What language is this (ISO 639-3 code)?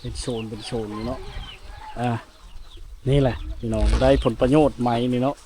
lao